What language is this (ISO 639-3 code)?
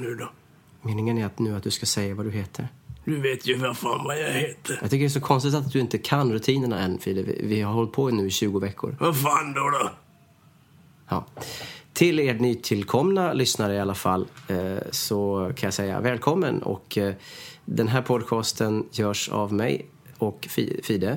swe